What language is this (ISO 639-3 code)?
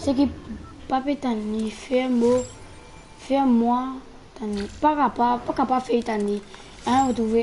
mfe